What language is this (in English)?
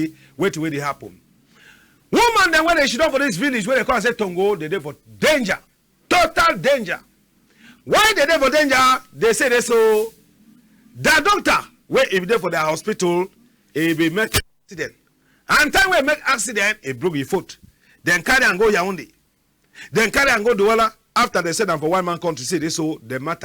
Cameroon Pidgin